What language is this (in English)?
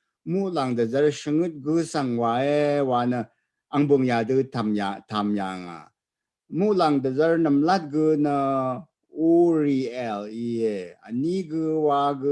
Rawang